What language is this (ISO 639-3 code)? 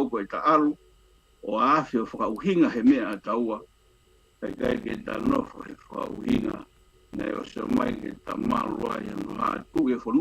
ton